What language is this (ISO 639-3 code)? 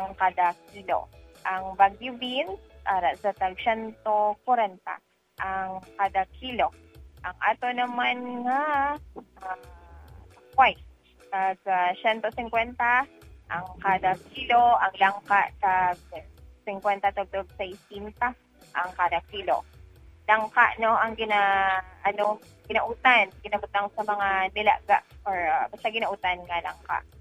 hil